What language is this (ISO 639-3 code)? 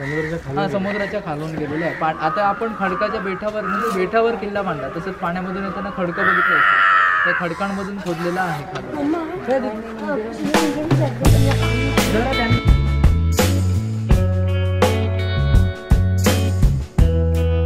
mar